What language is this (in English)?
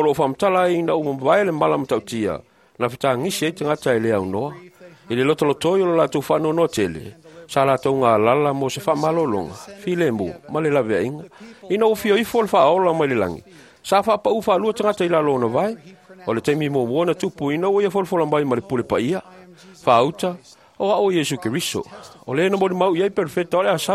Samoan